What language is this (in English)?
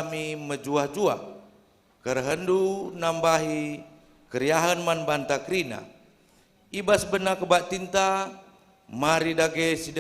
Batak Karo